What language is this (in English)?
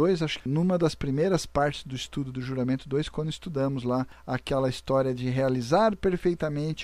Portuguese